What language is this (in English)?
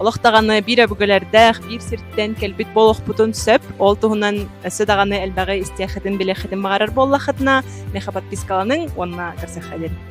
Yakut